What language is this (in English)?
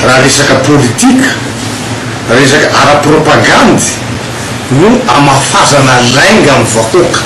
Malagasy